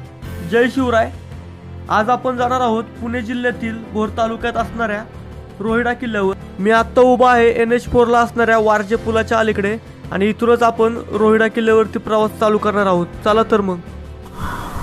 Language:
Marathi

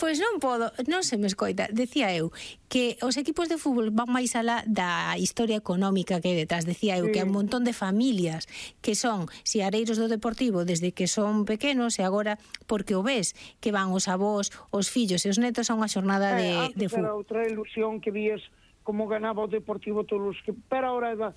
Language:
Galician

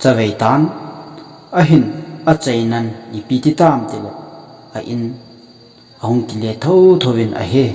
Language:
Thado Chin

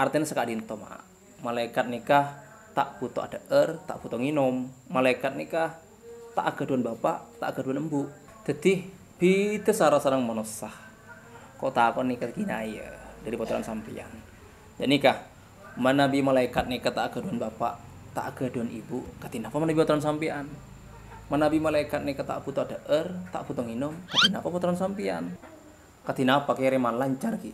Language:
Madurese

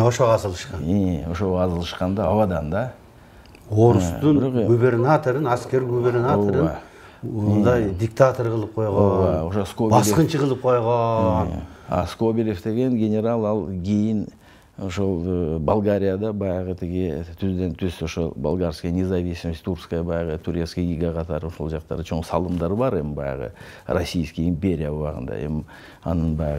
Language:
Kyrgyz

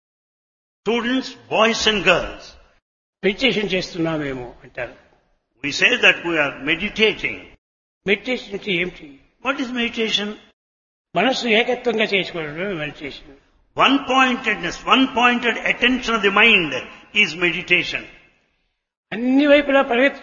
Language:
Telugu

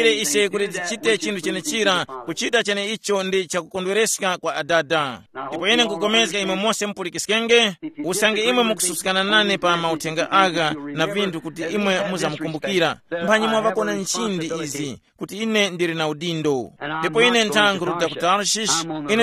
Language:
Tumbuka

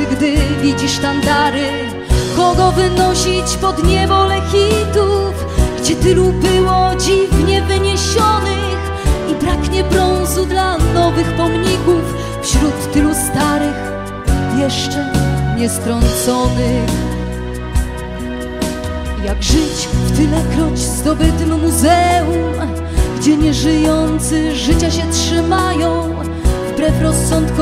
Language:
Polish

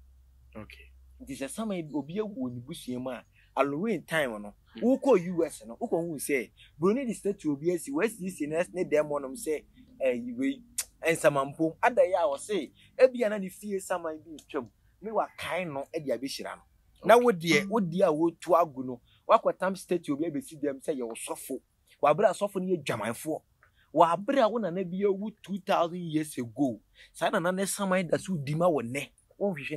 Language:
Akan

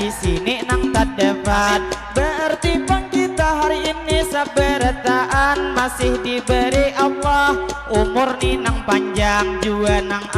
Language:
Banjar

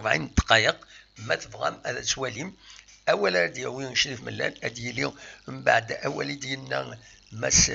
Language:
Kabyle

